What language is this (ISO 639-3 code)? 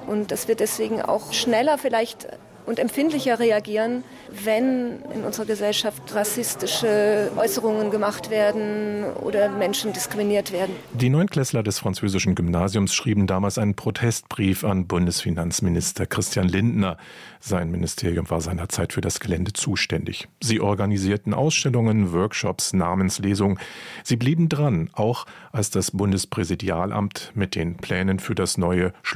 deu